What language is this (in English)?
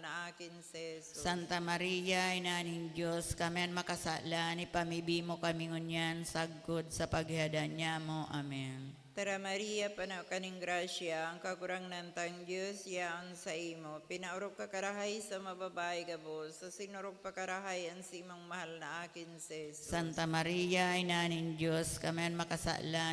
Bikol